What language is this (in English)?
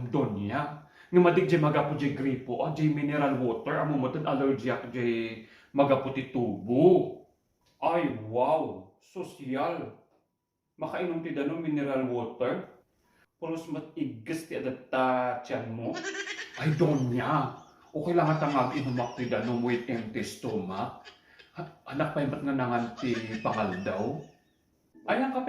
Iloko